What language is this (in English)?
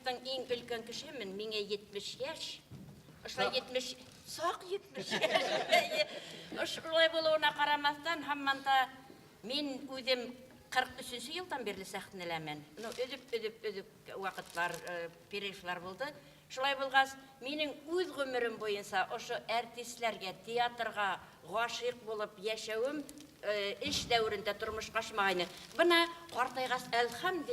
Bashkir